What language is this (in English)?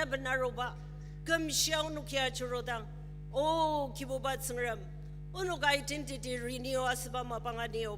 Ao Naga